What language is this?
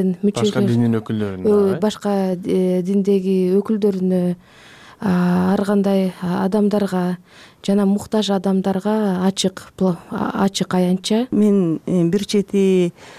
Kyrgyz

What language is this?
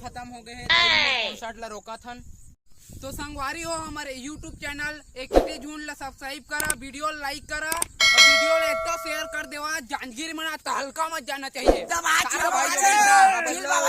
Chhattisgarhi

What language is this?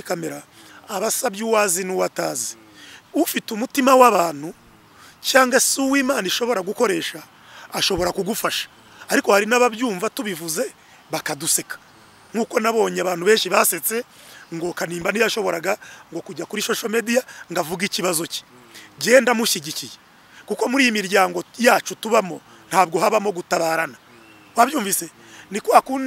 Kinyarwanda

